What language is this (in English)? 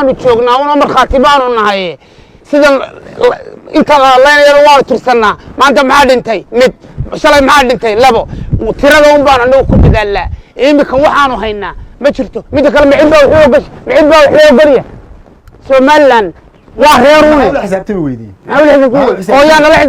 Somali